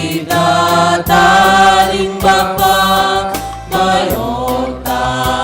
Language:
Batak Simalungun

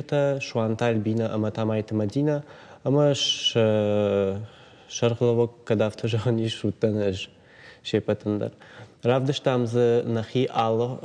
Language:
Ossetic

